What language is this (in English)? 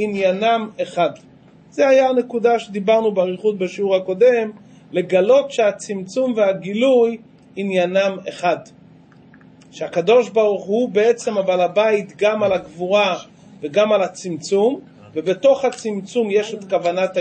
Hebrew